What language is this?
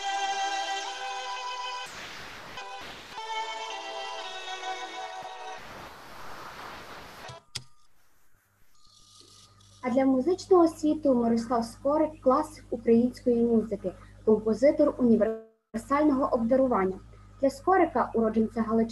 Ukrainian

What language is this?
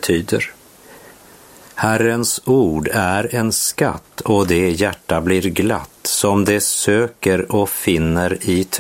Swedish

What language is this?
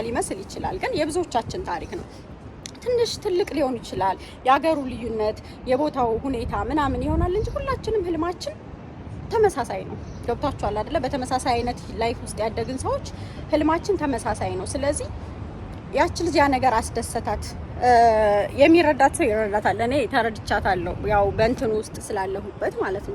Amharic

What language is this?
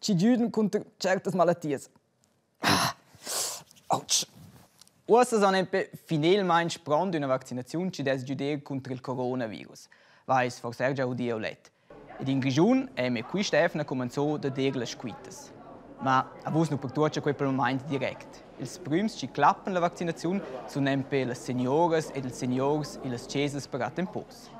Romansh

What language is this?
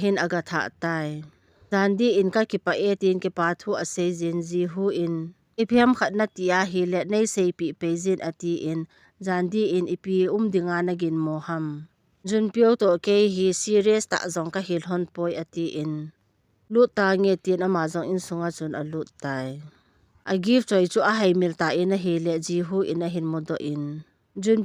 Thado Chin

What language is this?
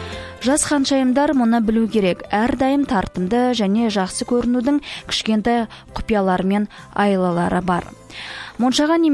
Kazakh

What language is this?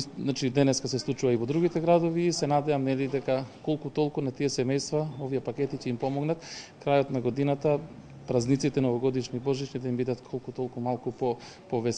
Macedonian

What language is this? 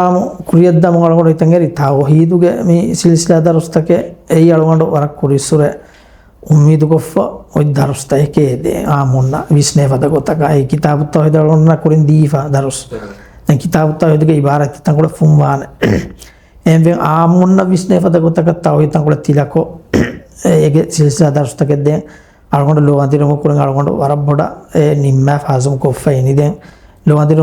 Divehi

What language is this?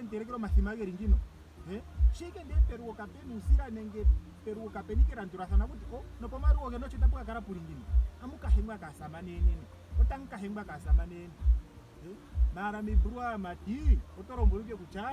Ndonga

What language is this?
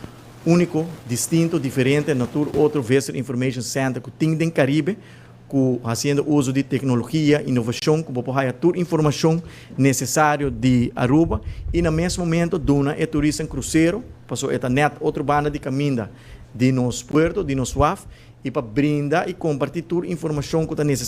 Papiamento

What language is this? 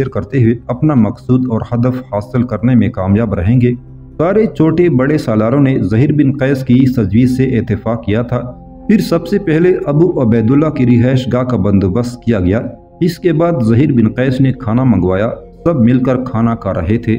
Urdu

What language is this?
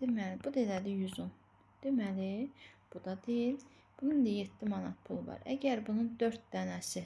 Azerbaijani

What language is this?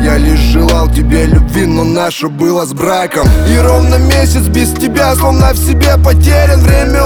Russian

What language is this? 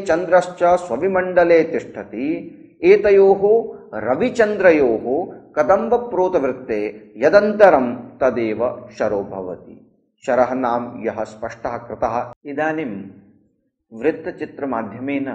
Sanskrit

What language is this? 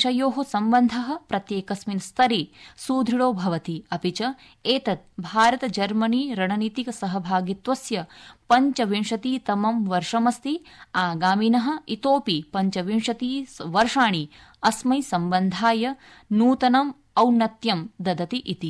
Sanskrit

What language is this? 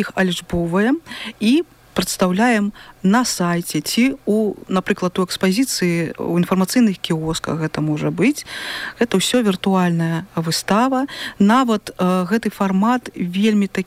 Belarusian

